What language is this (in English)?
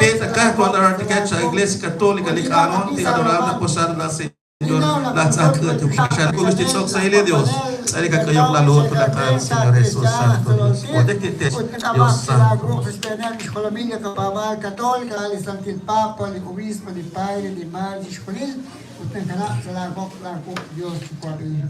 Kekchí